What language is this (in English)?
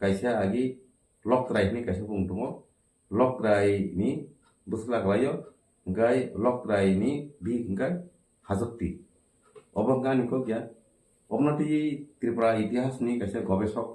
Kok Borok